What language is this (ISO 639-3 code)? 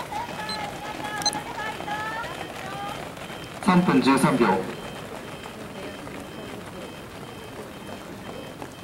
jpn